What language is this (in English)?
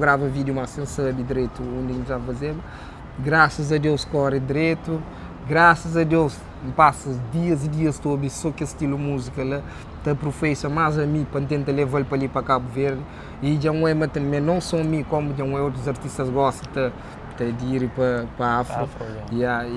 Kabuverdianu